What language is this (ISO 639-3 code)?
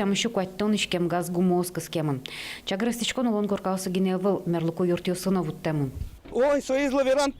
udm